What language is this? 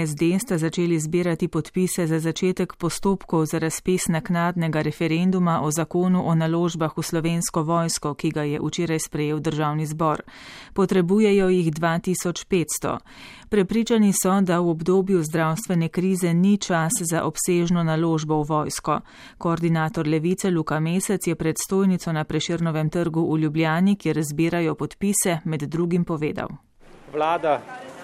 Slovenian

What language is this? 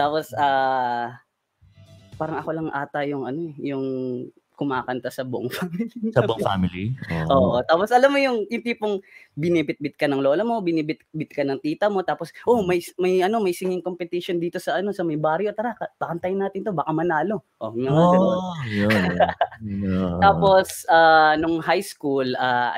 Filipino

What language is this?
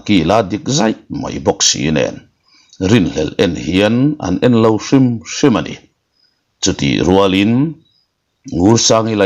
Mizo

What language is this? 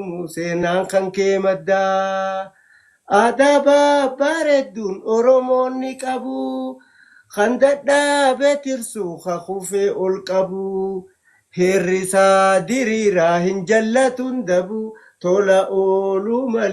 Oromo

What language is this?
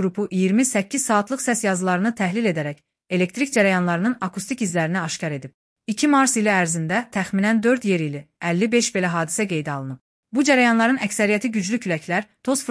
Azerbaijani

